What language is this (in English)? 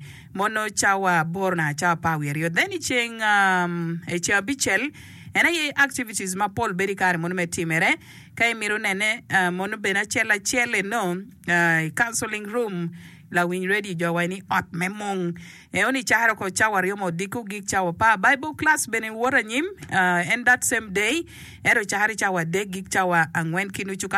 Acoli